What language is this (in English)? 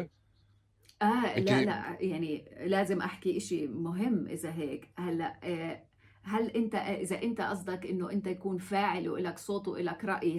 North Levantine Arabic